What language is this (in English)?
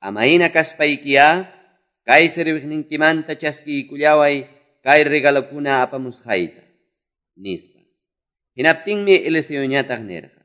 Quechua